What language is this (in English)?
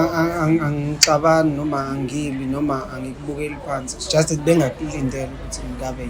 Zulu